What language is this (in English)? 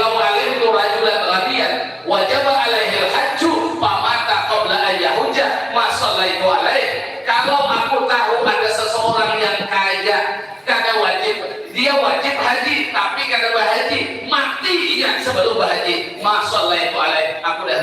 Banjar